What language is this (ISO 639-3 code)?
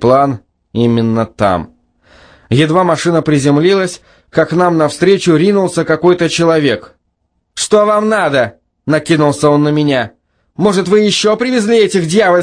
rus